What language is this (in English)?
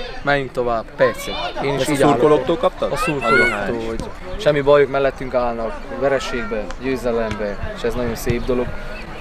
Hungarian